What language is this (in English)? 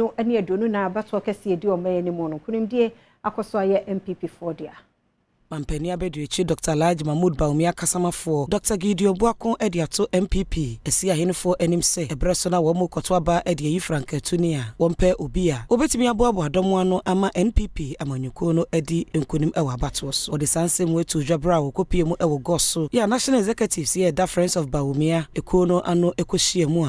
Akan